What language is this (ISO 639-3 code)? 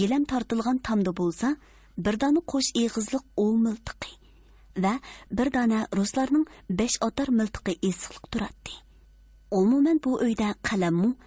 uig